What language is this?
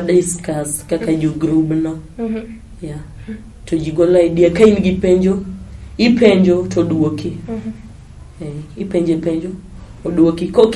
Luo (Kenya and Tanzania)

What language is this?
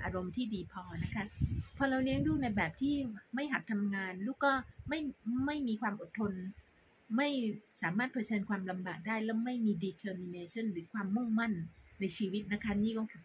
Thai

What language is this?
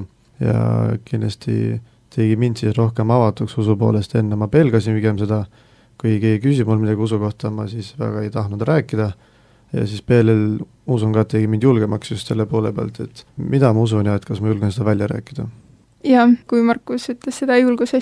Estonian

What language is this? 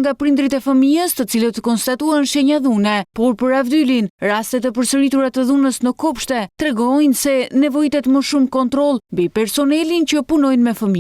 Albanian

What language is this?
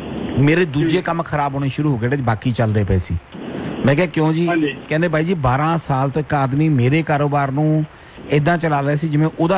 Punjabi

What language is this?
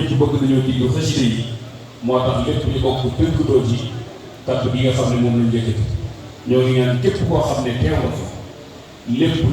Wolof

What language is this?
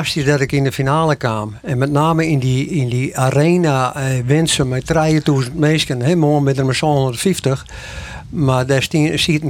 Western Frisian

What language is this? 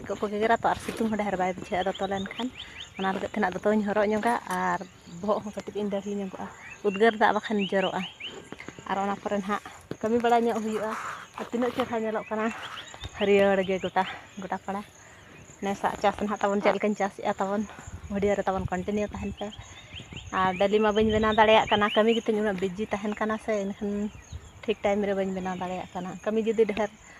Santali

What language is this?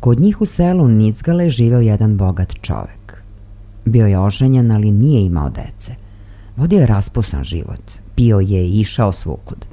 Serbian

